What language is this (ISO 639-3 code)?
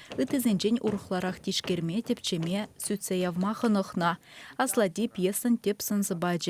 chv